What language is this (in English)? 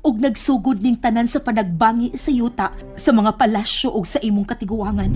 Cebuano